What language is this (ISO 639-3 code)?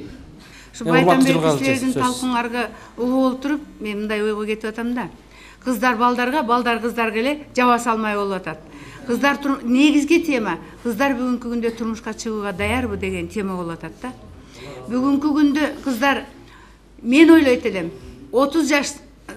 kir